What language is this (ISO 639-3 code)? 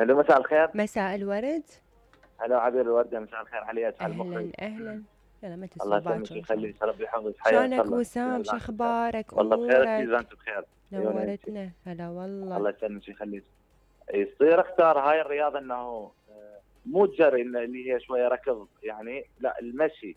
acm